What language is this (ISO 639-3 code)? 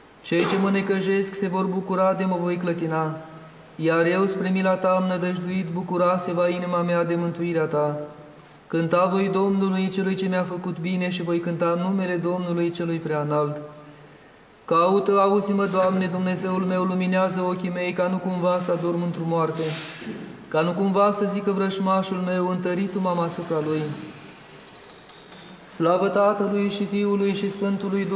ron